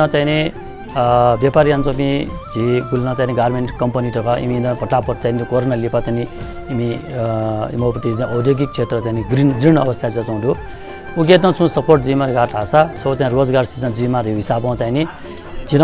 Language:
Newari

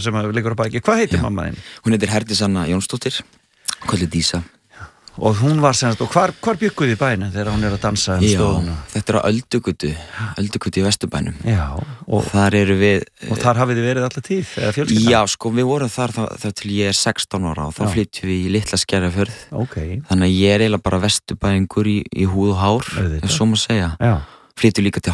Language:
Icelandic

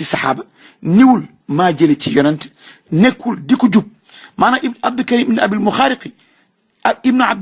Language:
Wolof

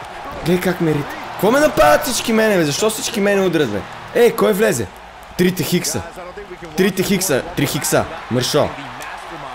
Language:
Bulgarian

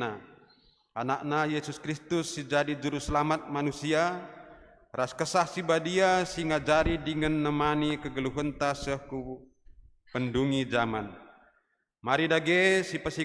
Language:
Batak Karo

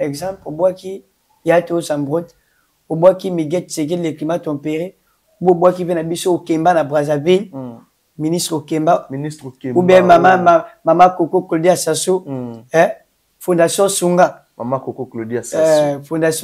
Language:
Lingala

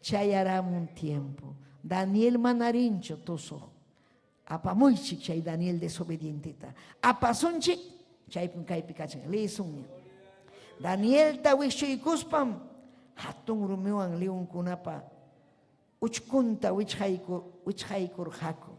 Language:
Ayacucho Quechua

